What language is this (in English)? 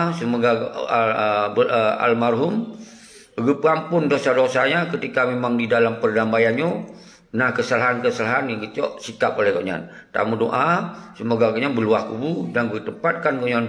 Achinese